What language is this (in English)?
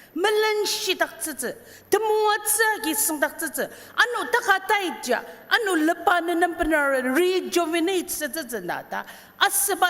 Ao Naga